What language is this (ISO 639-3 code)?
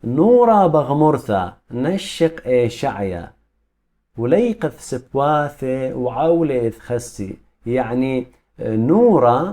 aii